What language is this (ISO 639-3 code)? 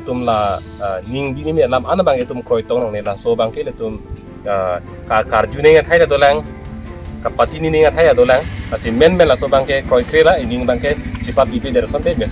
mjw